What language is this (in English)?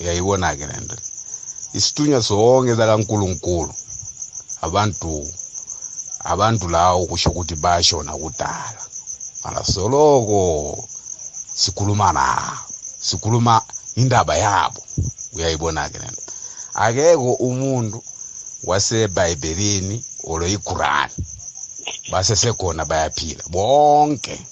South Ndebele